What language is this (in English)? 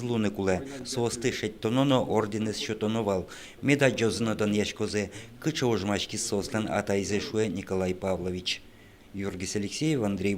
Udmurt